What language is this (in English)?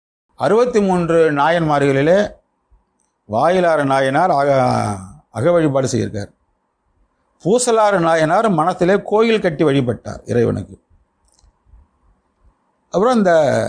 Tamil